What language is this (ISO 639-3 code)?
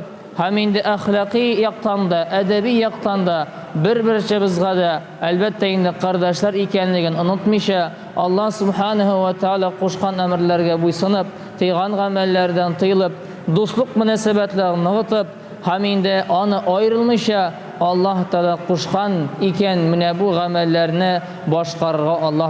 tat